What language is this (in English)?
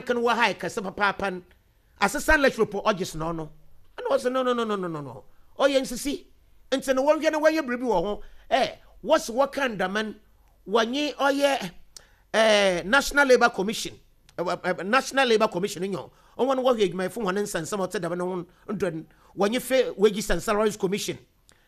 Akan